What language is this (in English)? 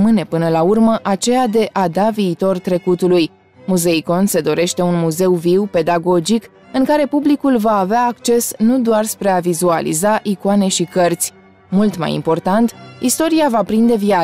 Romanian